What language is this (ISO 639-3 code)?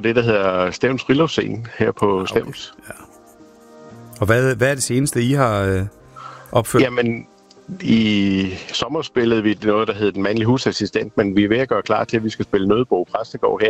dan